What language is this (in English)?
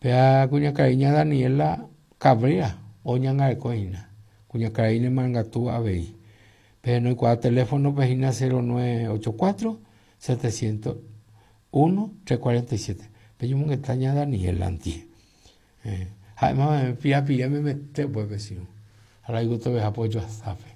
Guarani